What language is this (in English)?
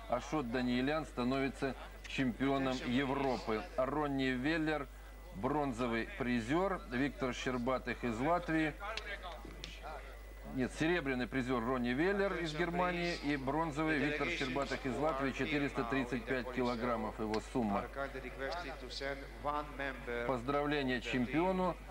Russian